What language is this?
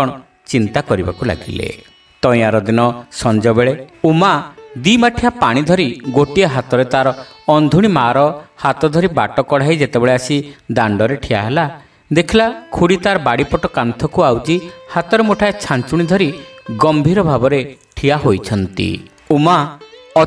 Odia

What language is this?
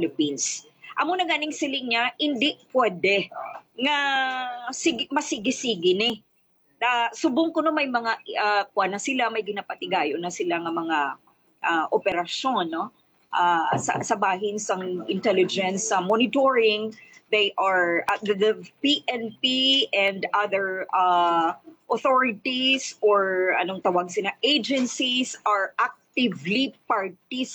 Hiligaynon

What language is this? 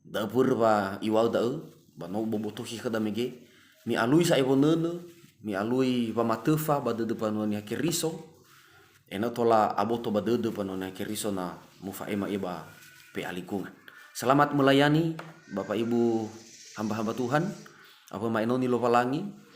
Nias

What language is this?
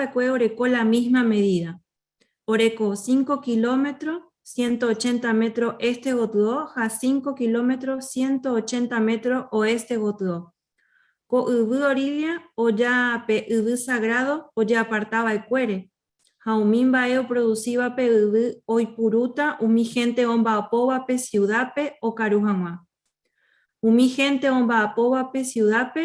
Guarani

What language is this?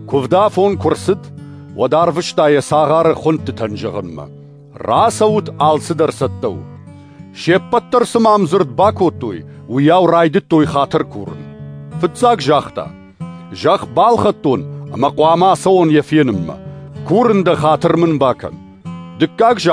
Ossetic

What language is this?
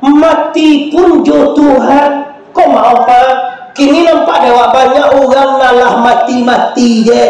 Minangkabau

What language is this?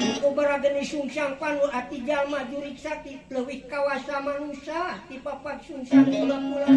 Sundanese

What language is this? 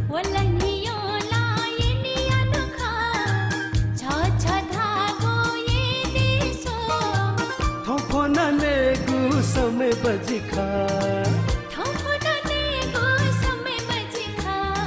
Newari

